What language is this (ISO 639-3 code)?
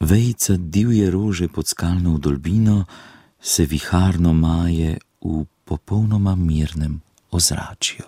slv